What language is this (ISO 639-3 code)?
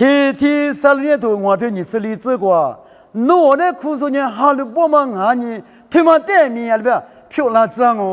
lis